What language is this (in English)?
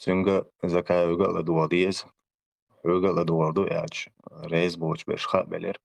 Chechen